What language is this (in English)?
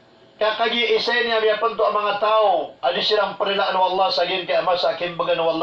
Maranao